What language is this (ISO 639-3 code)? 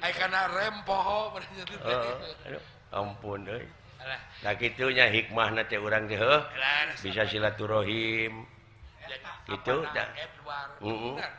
sun